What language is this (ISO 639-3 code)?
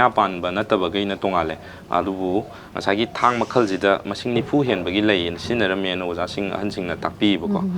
mni